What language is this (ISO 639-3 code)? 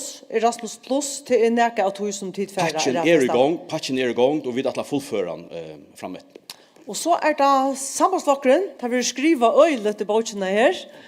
fao